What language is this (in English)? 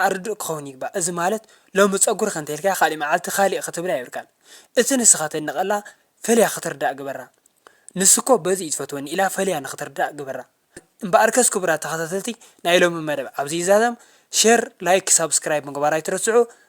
Tigrinya